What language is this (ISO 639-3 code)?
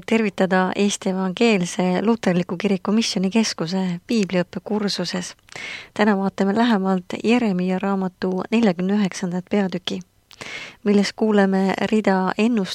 est